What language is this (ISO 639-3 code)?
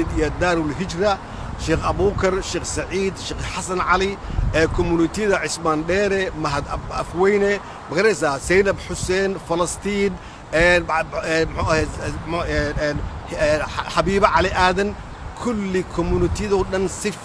som